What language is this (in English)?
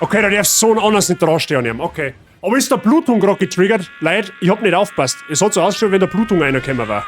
Bavarian